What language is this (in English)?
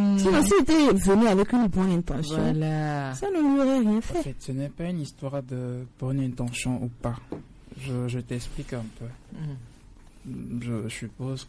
French